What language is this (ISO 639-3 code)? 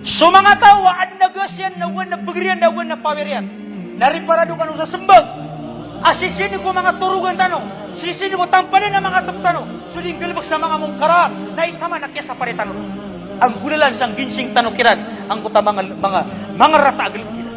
mrw